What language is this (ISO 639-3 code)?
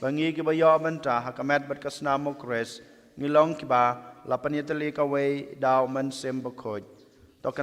kha